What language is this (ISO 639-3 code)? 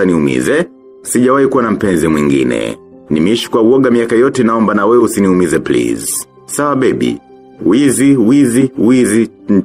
swa